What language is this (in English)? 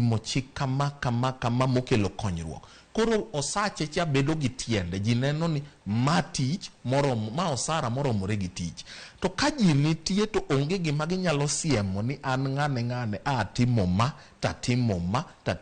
Luo (Kenya and Tanzania)